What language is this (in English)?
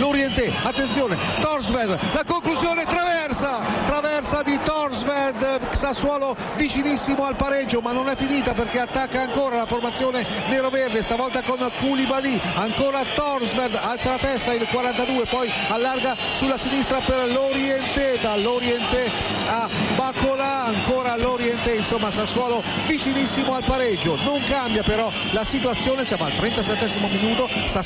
Italian